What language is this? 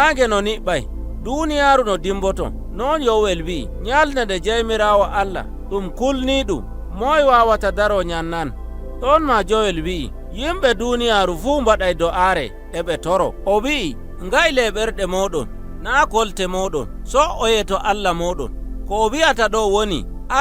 Nigerian Fulfulde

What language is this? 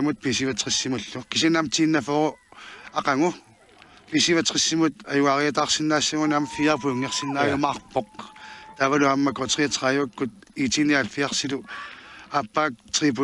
Kalaallisut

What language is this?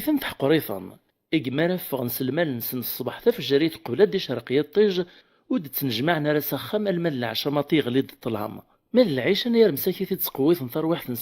Kabyle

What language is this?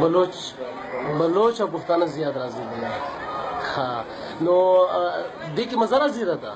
Pashto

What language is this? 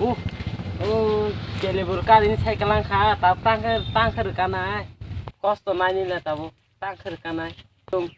Kok Borok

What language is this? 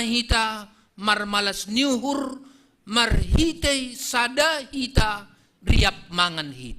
Batak Simalungun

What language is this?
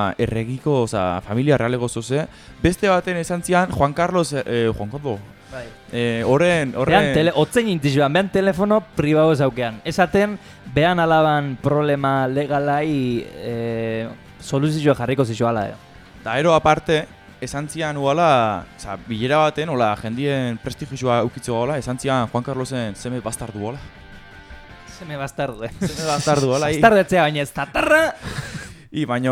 Basque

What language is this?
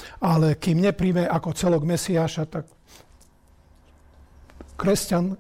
Slovak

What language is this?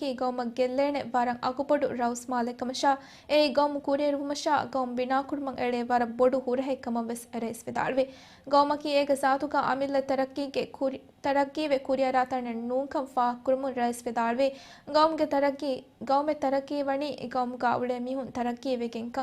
Divehi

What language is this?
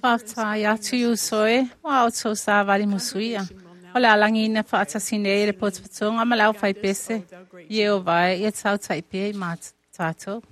Samoan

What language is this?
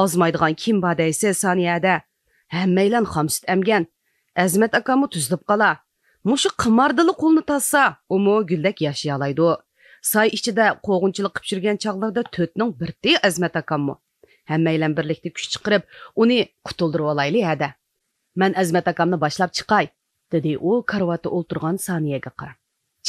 Uyghur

